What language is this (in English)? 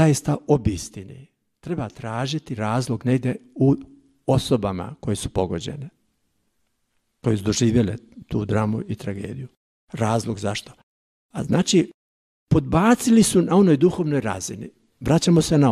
Croatian